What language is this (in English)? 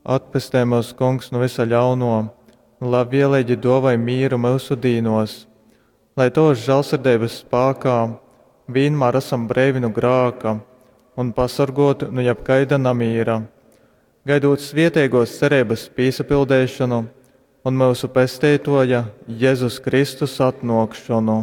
Latgalian